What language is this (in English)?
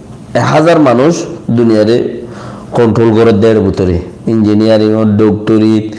Rohingya